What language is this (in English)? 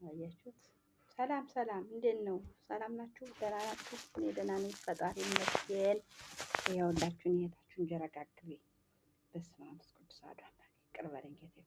Amharic